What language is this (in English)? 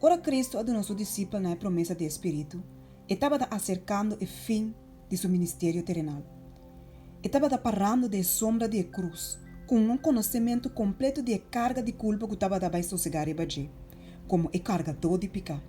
Papiamento